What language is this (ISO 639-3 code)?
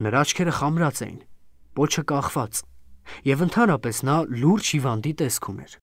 hye